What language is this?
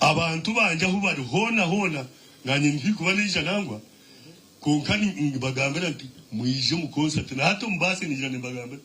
Nyankole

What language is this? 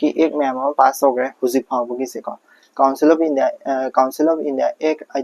Manipuri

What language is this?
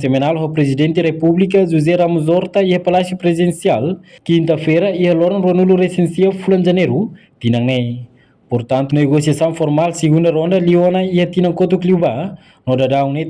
Tetum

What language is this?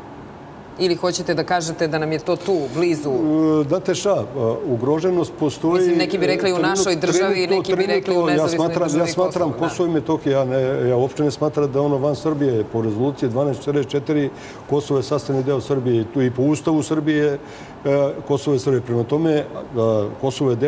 Serbian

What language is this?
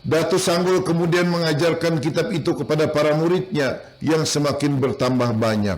Banjar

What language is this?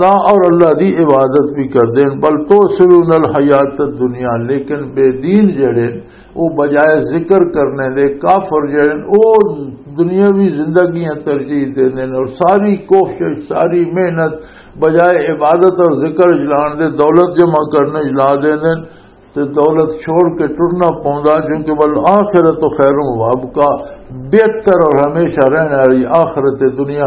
Western Panjabi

